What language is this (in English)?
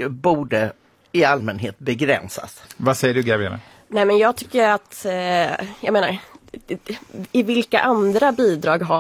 Swedish